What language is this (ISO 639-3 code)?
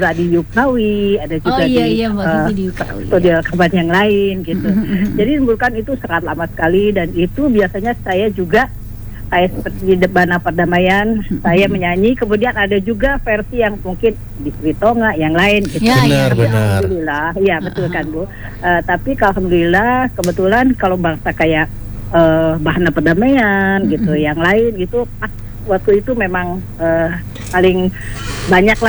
ind